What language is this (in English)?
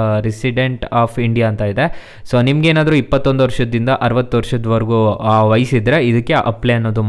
Kannada